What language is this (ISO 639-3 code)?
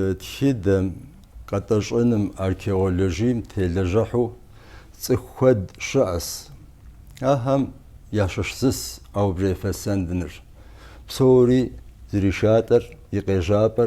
kbd